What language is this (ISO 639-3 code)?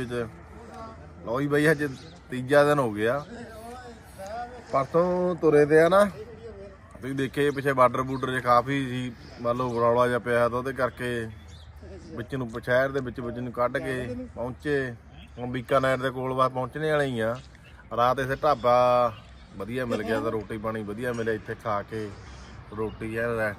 pan